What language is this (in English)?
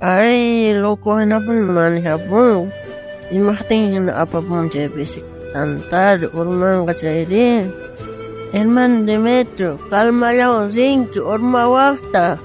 South Bolivian Quechua